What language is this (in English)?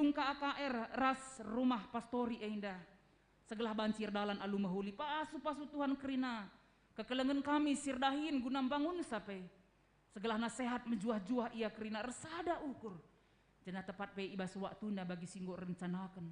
Batak Karo